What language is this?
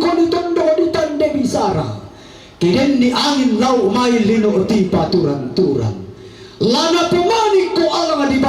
Toraja-Sa'dan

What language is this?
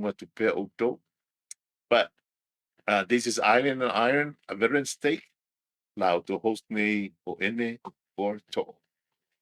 Samoan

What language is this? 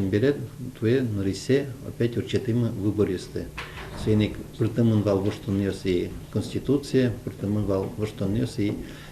Udmurt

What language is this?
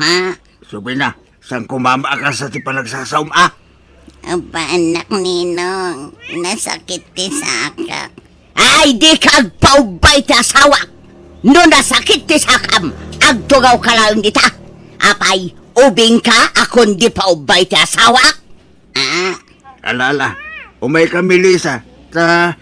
Iloko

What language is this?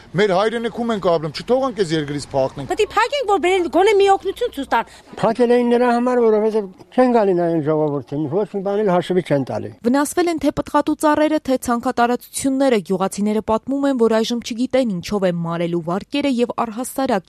Armenian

